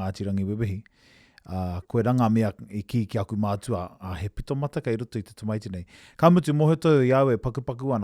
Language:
Māori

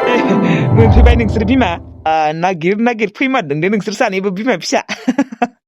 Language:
Bodo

